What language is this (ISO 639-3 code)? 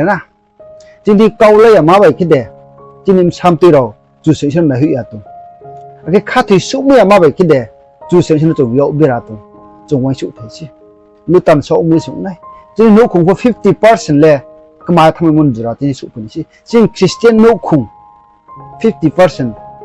ria